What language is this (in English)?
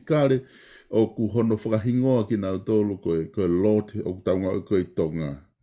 Tongan